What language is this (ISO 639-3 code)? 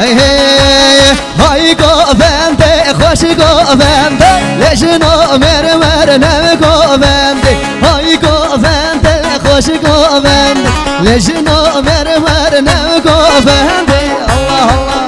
kur